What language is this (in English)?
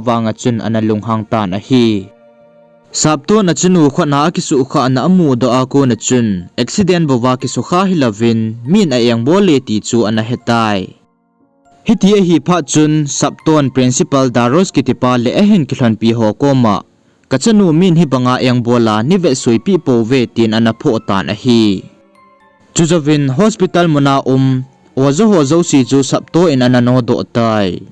Thado Chin